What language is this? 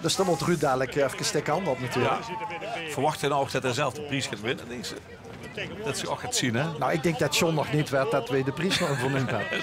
Limburgish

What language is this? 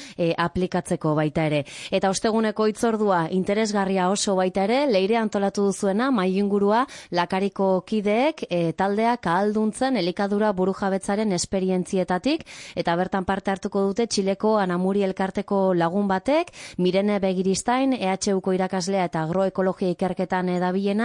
Basque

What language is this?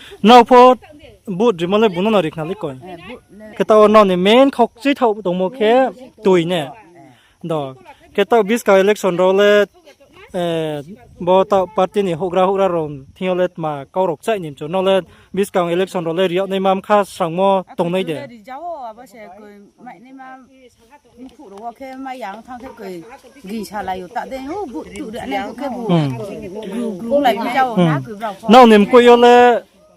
Riang (India)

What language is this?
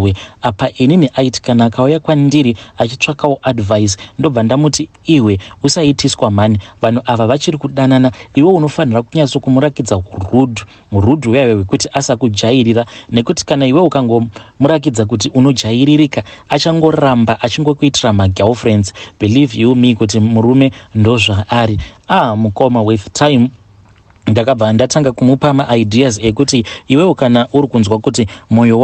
Shona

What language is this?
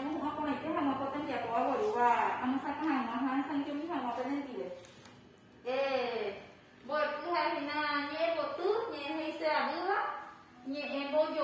Guarani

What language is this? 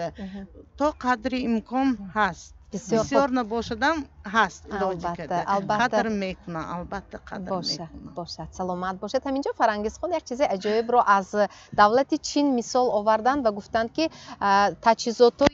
Tajik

